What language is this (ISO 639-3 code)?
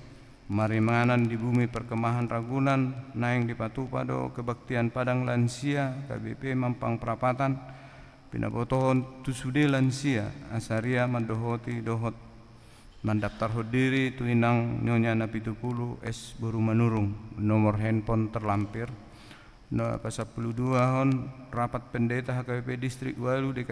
bbc